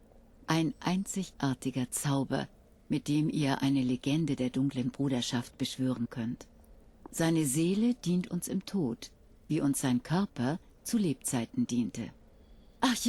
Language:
Bavarian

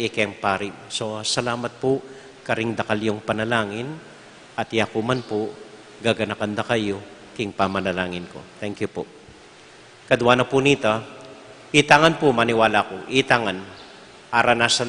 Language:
Pampanga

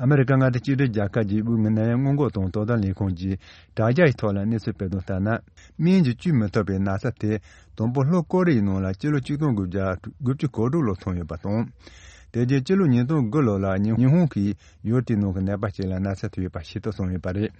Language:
Tibetan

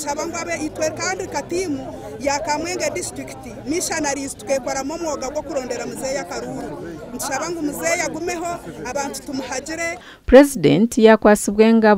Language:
Nyankole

